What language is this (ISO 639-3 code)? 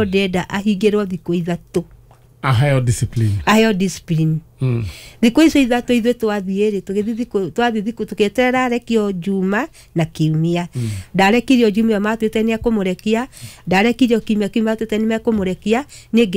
kik